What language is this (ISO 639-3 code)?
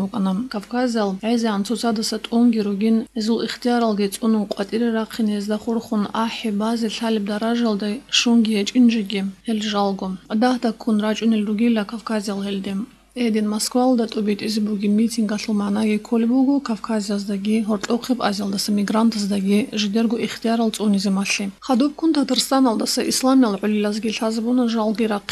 ava